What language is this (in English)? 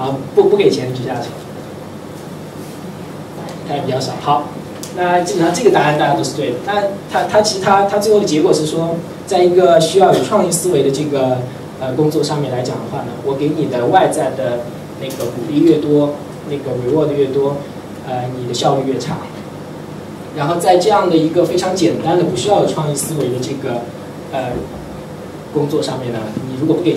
Chinese